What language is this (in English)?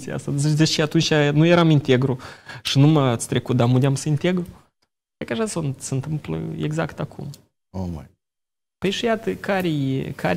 Romanian